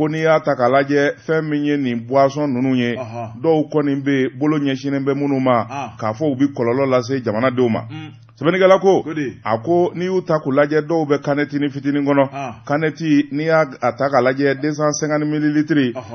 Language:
Bambara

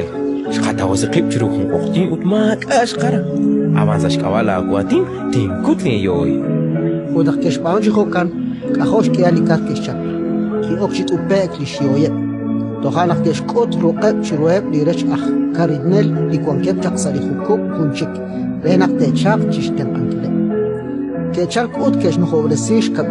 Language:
Kekchí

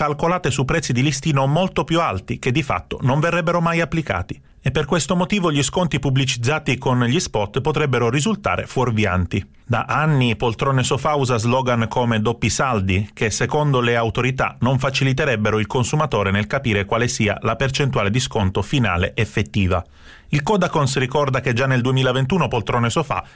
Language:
Italian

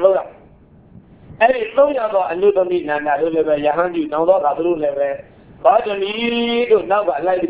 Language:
Burmese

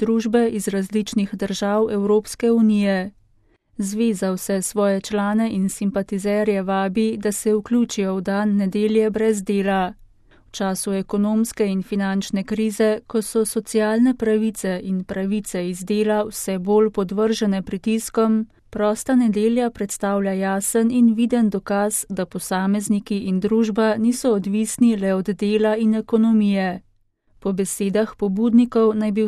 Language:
Slovenian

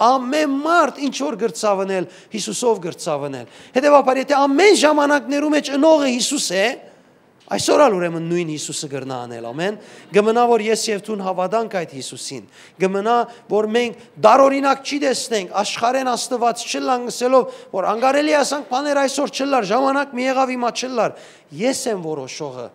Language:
Western Armenian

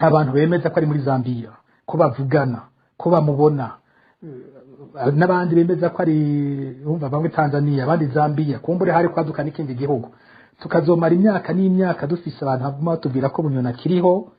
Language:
Rundi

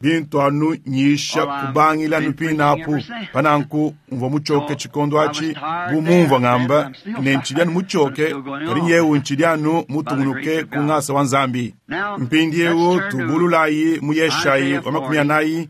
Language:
Luba-Lulua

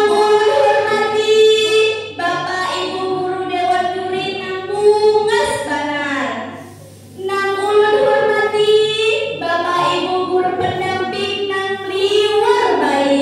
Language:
Banjar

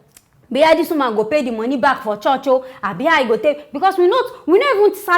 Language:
Nigerian Pidgin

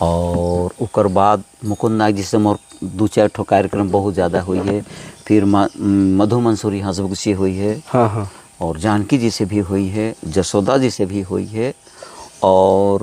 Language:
Sadri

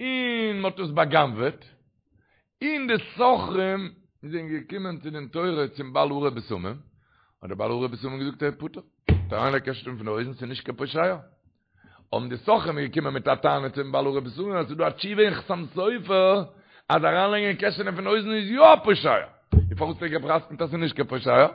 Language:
Yiddish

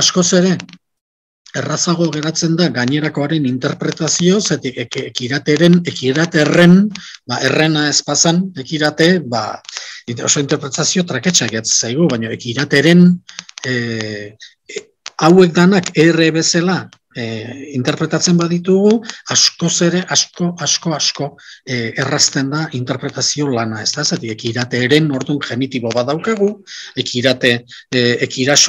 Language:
Basque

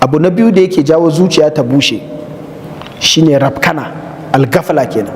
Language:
Hausa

